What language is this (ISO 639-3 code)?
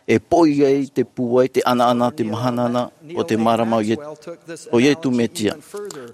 tah